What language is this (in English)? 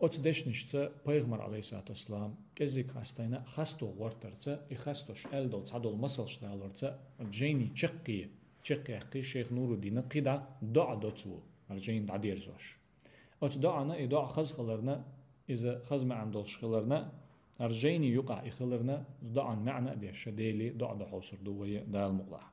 Chechen